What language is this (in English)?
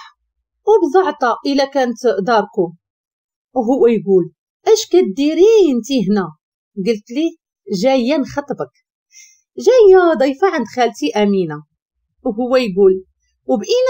Moroccan Arabic